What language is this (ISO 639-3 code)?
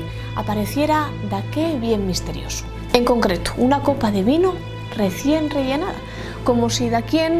ast